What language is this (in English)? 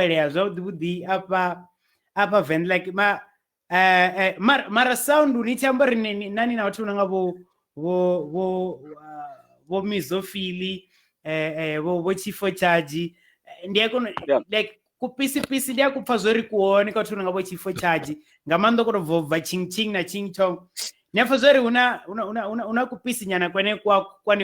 Venda